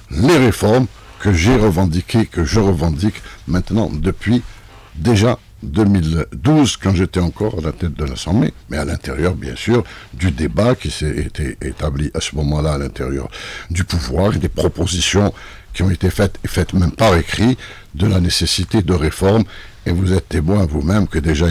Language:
French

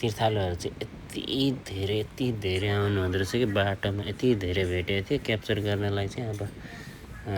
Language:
Nepali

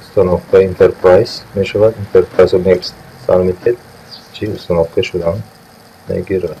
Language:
Tajik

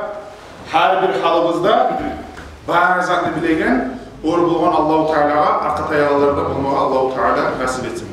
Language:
Kumyk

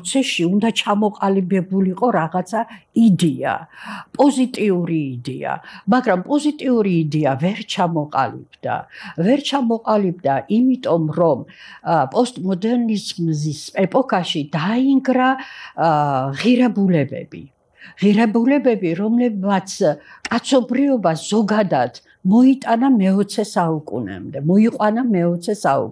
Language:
Georgian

